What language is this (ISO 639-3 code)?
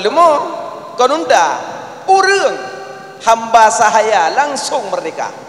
ace